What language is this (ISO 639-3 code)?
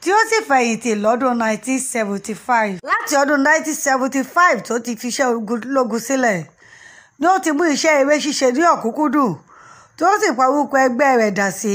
yor